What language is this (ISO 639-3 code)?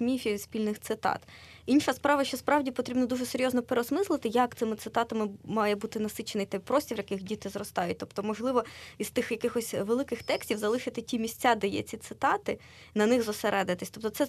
ukr